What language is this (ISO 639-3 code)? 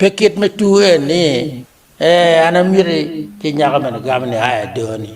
ach